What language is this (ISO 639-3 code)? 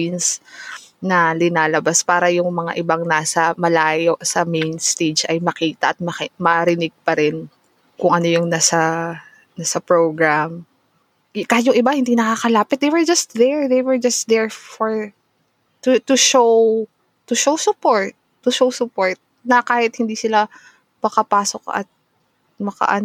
fil